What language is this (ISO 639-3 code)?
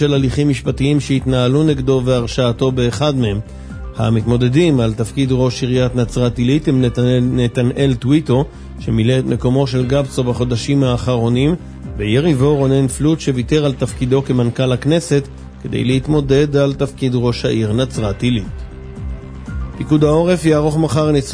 heb